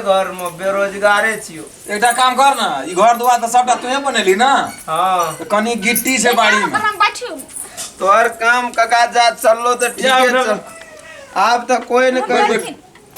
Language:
Maithili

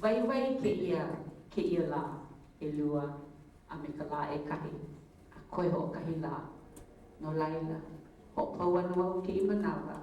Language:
Hawaiian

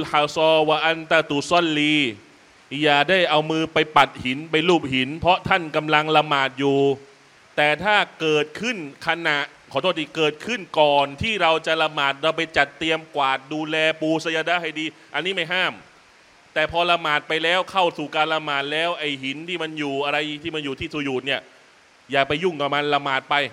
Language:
Thai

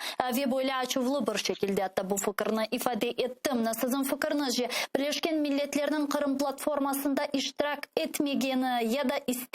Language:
Crimean Tatar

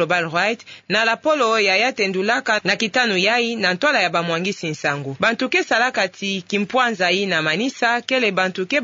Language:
Kituba (Democratic Republic of Congo)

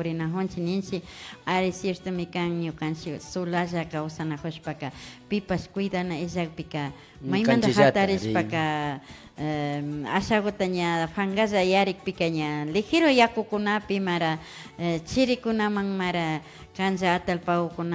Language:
Imbabura Highland Quichua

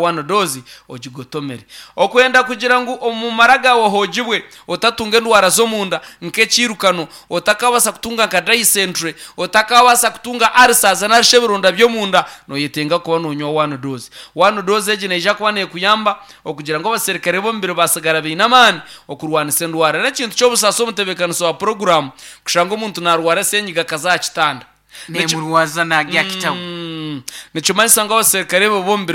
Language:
Nyankole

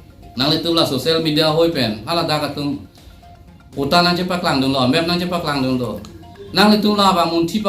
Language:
Karbi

